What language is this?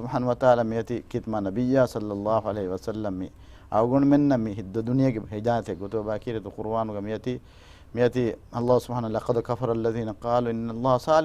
Divehi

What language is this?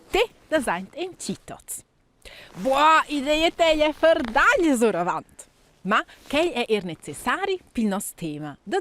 Romansh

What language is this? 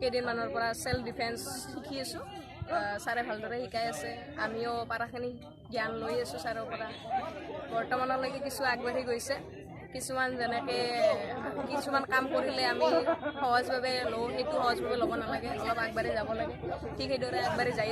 Assamese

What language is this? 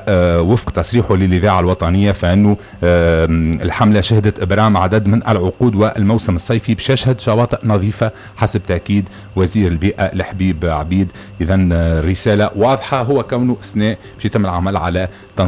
Tunisian Arabic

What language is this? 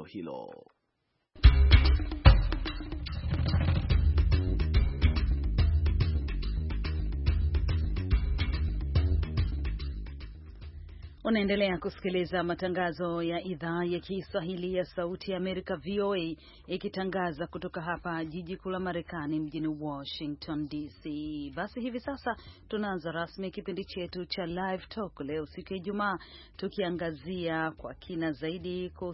Swahili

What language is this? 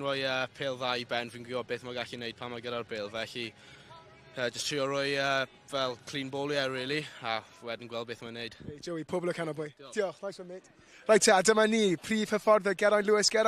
Welsh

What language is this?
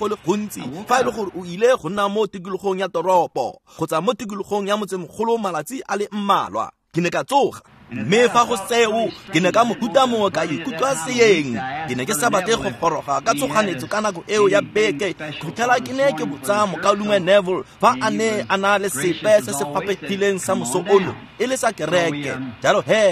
Tswana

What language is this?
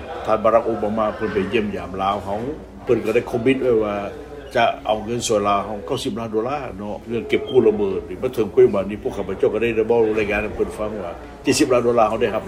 Lao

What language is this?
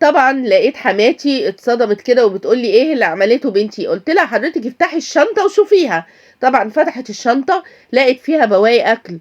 Egyptian Arabic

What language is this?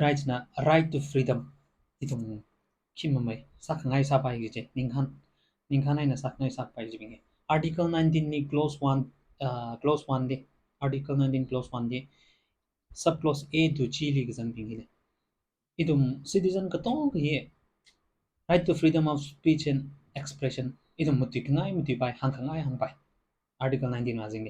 Tangkhul Naga (India)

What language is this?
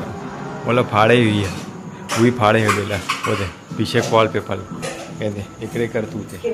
Chhattisgarhi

